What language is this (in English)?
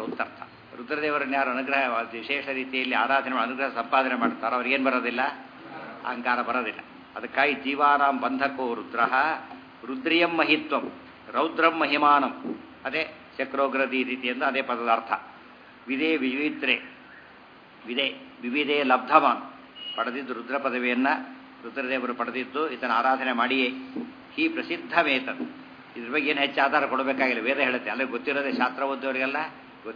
Kannada